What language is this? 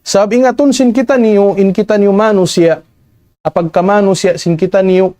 Tausug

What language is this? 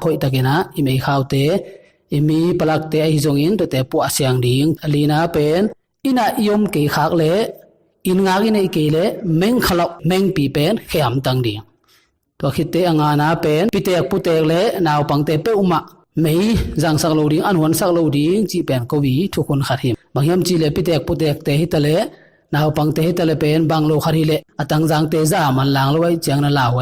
Tedim Chin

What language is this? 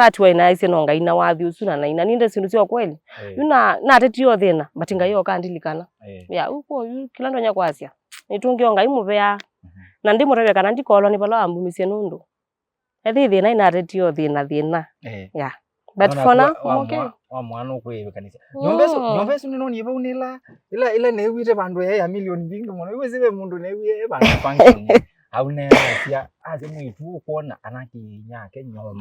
Kamba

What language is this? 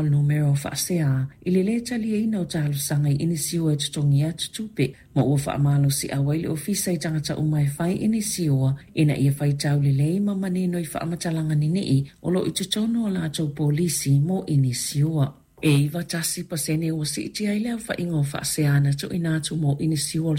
Samoan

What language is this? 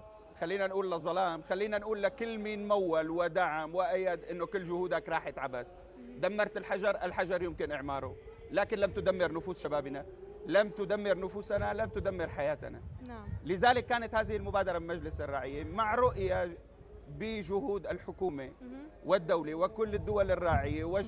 North Levantine Arabic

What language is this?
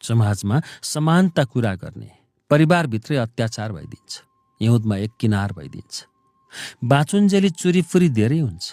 Nepali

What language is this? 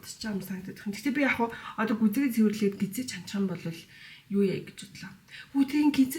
Mongolian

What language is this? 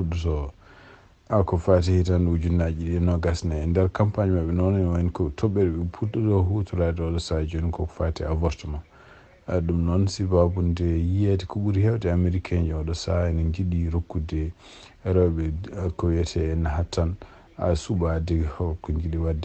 Fula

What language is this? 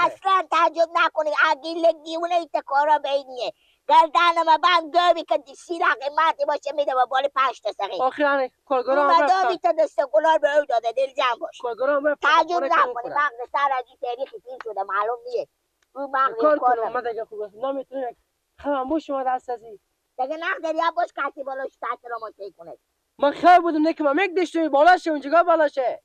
Persian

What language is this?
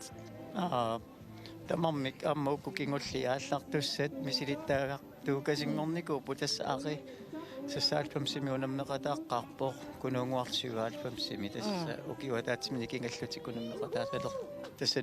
Kalaallisut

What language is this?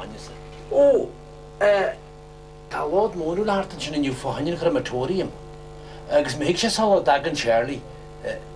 Irish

